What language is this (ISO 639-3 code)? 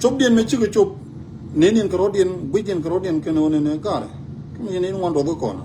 nus